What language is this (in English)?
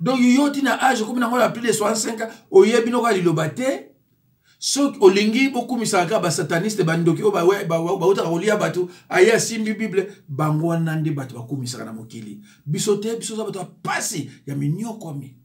Lingala